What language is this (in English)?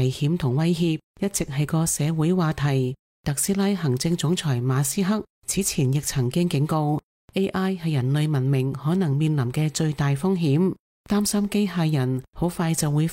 Cantonese